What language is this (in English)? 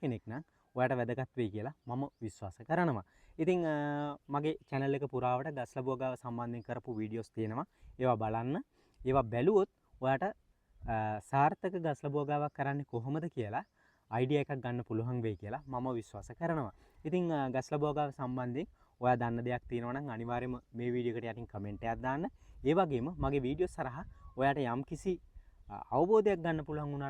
Sinhala